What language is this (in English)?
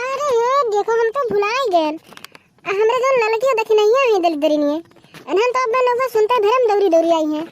Awadhi